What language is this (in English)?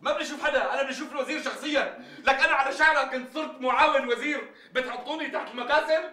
North Levantine Arabic